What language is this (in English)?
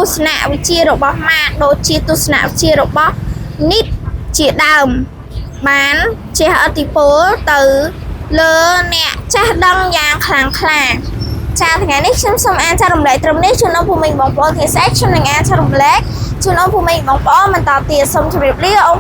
Khmer